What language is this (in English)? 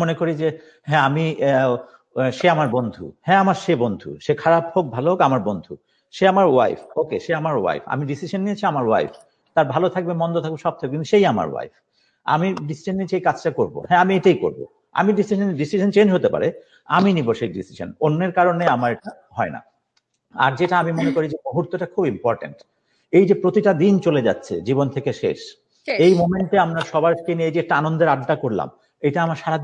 Bangla